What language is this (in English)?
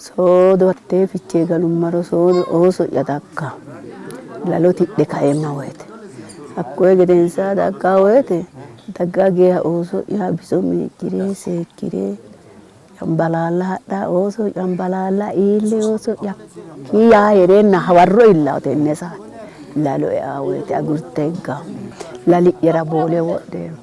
Sidamo